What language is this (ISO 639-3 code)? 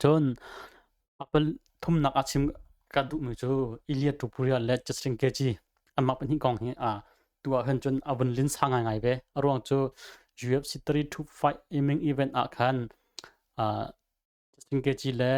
cnh